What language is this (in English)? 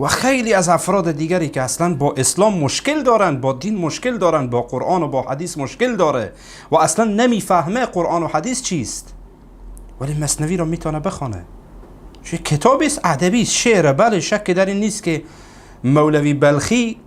Persian